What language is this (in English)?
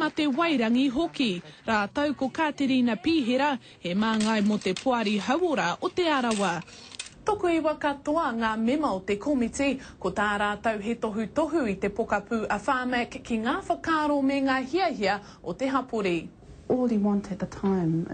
Māori